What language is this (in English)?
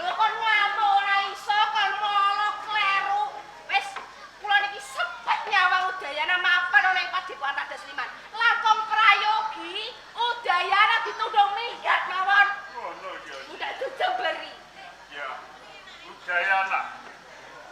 Javanese